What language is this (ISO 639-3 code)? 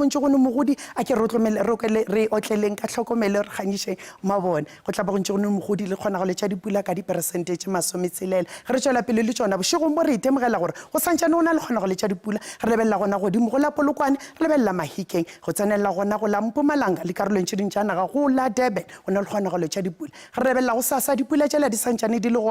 nso